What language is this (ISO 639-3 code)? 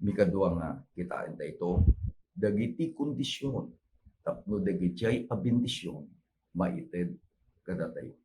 ilo